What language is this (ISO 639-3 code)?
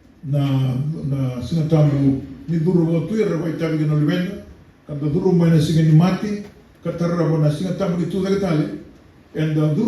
fij